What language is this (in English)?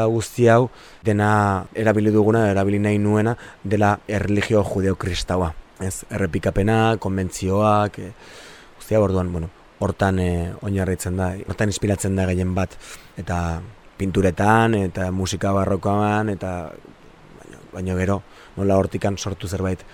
Basque